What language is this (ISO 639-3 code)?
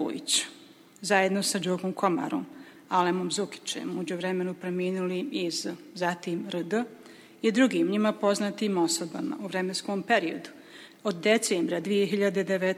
bos